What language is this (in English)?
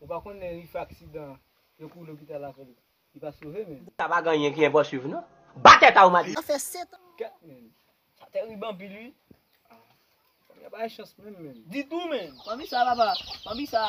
Haitian Creole